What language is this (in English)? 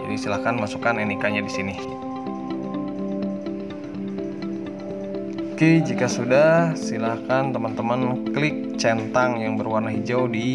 Indonesian